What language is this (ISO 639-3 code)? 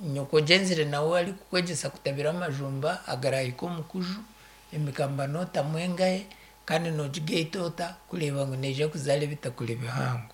nyn